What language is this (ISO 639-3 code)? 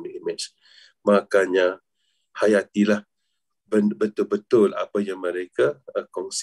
msa